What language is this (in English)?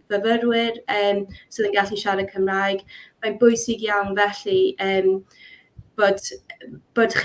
Welsh